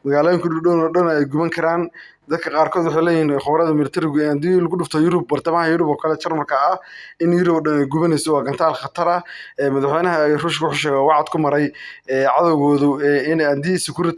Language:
Somali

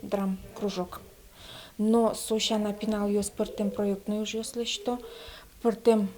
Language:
Udmurt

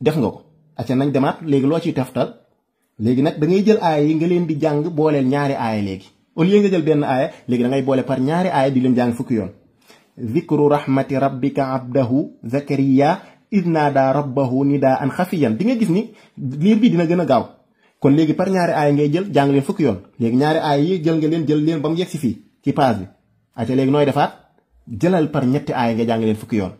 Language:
Wolof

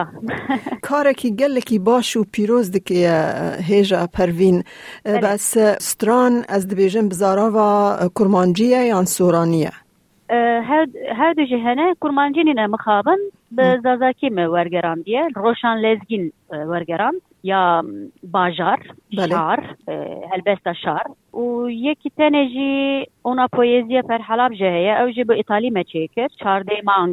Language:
Kurdish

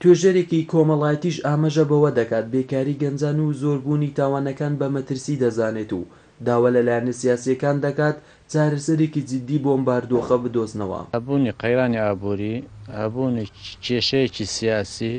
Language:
Central Kurdish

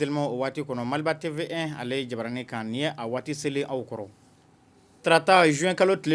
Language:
Bambara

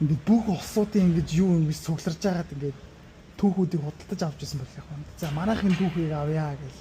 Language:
Mongolian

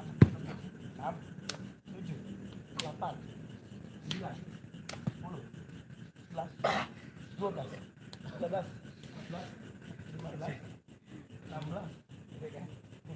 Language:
Betawi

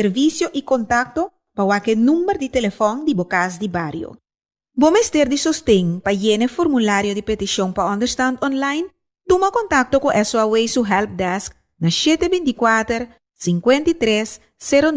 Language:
Papiamento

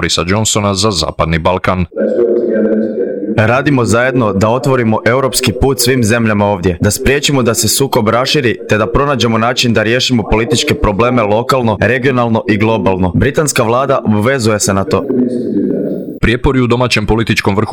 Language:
Croatian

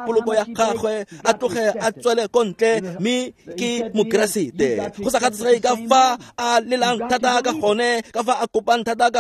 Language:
Tswana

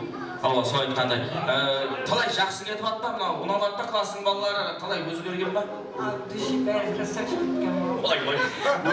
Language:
Kara-Kalpak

